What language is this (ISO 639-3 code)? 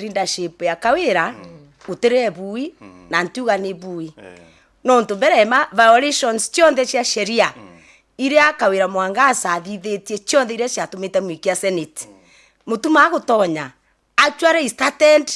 mer